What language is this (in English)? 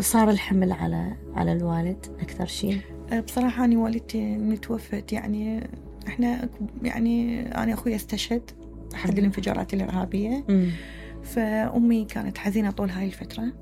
Mesopotamian Arabic